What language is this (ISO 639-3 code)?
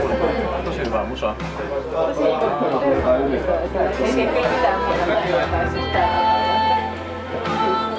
fin